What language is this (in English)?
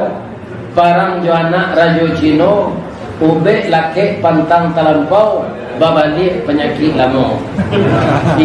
Minangkabau